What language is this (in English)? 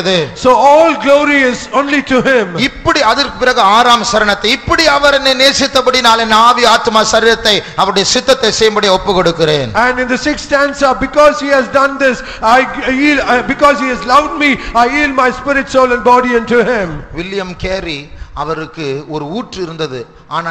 Tamil